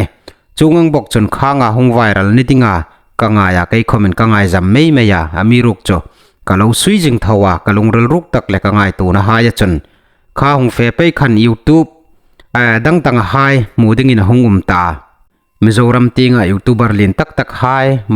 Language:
Hmar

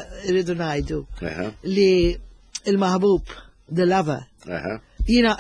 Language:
Maltese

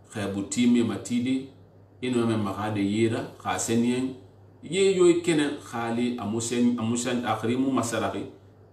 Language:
Susu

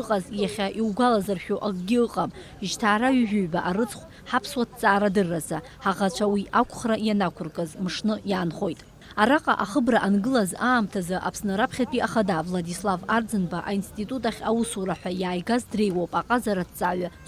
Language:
Abkhazian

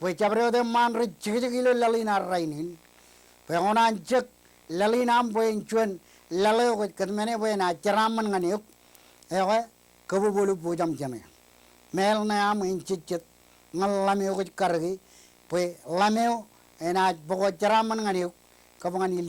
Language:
Marshallese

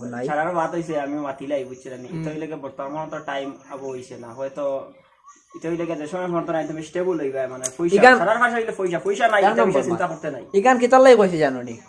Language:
Sylheti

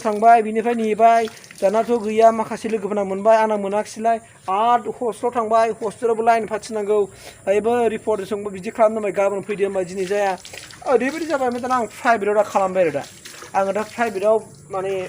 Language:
Bodo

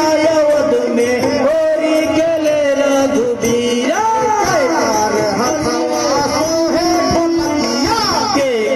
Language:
Bhojpuri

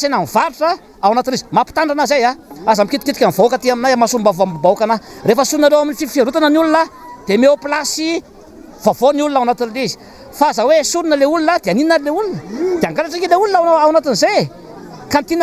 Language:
Malagasy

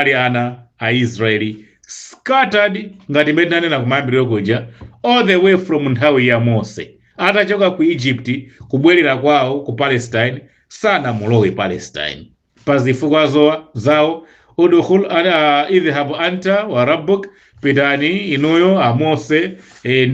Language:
Nyanja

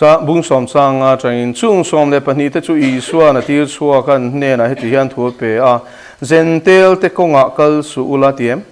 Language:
Mizo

